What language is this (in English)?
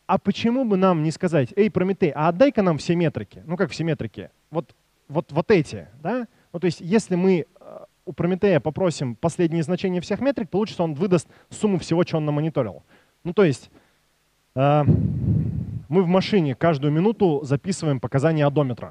Russian